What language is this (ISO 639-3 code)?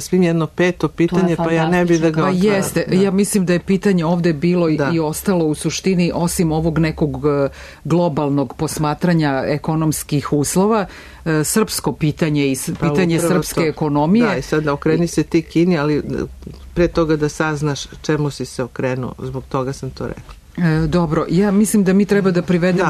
srp